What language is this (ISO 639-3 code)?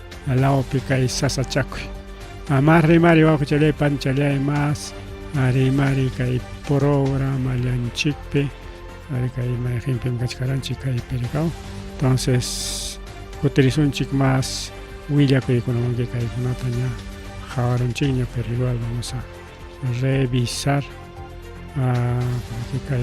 quy